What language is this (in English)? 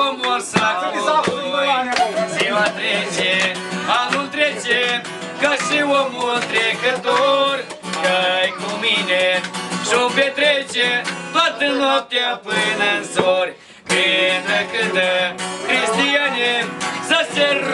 Romanian